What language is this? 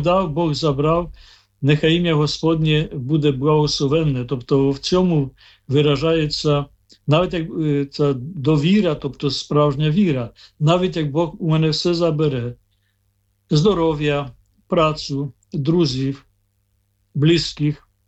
Ukrainian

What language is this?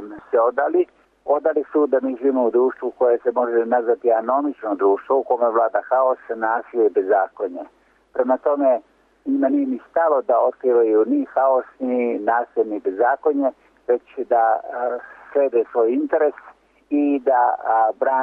Serbian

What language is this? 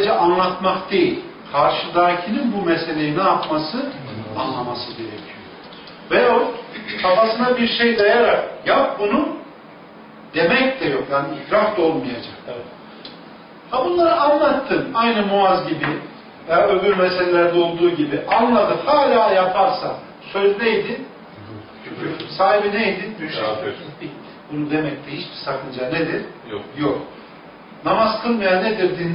Turkish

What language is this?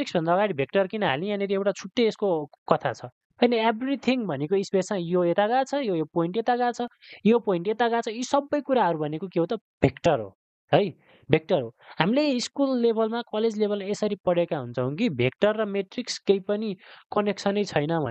Nepali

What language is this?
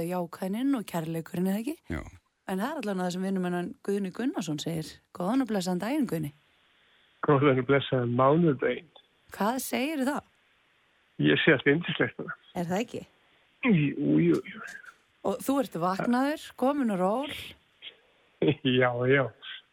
Icelandic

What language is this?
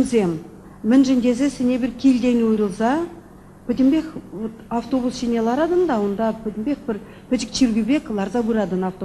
Chuvash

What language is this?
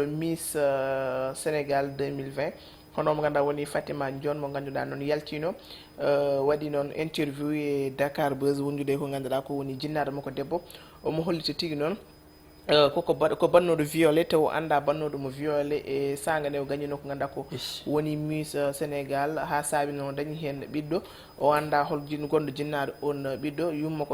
Fula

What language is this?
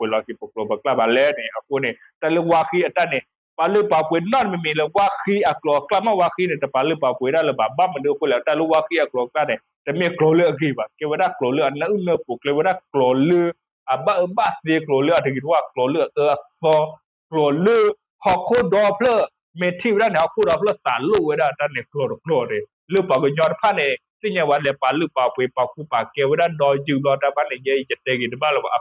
S'gaw Karen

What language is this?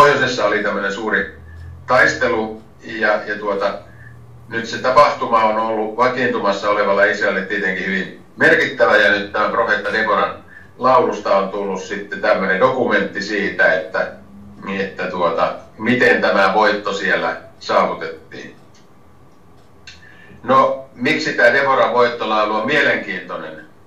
Finnish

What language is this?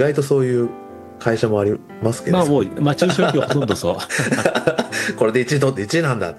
Japanese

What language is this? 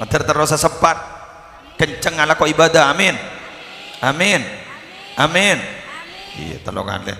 Madurese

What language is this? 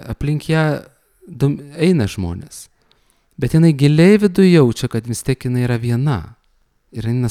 Lithuanian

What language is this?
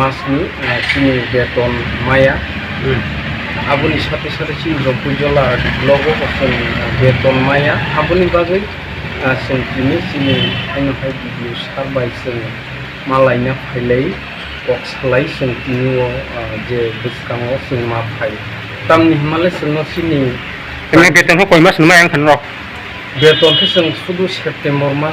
Kok Borok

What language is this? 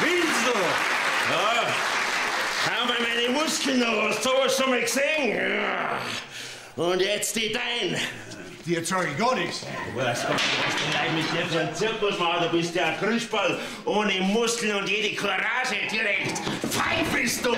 Bavarian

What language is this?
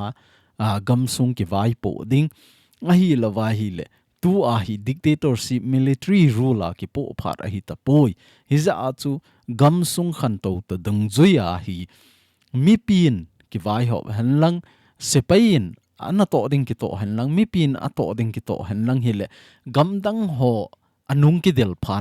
Thado Chin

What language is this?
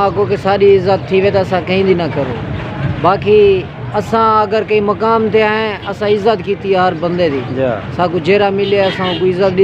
Saraiki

